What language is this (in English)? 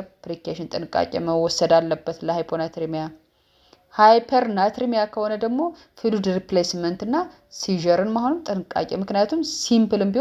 Amharic